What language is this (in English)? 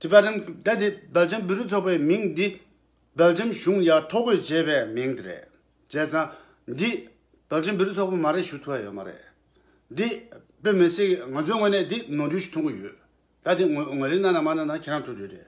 Tibetan